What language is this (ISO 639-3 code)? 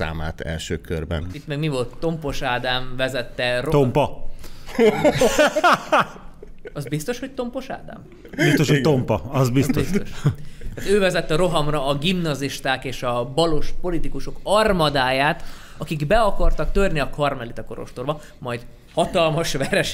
hun